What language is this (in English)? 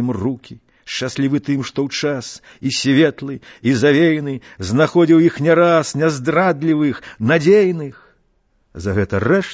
Belarusian